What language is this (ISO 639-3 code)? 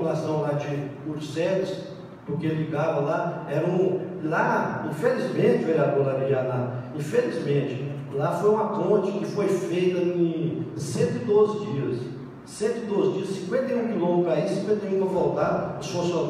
por